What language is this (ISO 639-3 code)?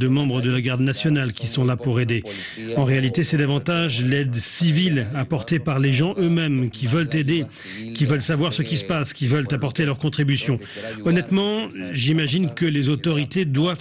fra